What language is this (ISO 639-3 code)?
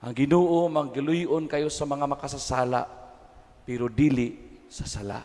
ceb